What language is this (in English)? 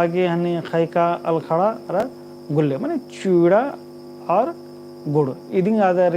Kurukh